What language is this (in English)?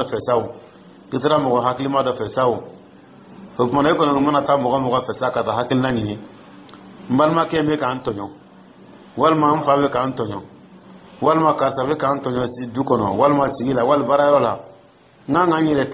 Dyula